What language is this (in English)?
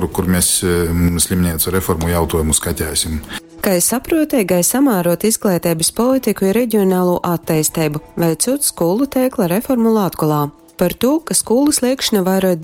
Latgalian